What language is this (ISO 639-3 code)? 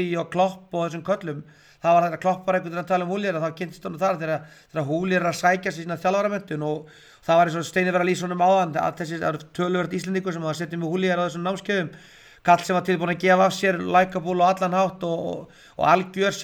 isl